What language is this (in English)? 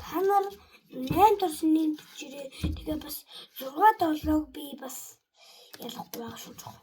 Mongolian